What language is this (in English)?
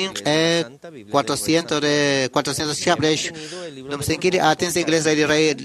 Kekchí